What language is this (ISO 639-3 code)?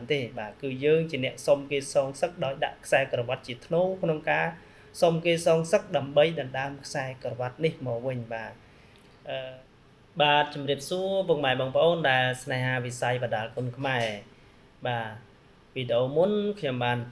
khm